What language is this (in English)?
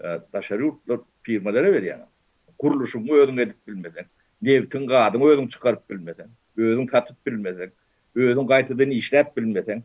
Turkmen